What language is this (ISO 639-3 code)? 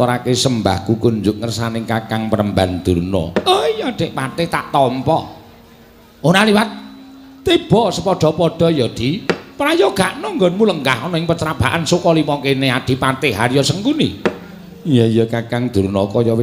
jav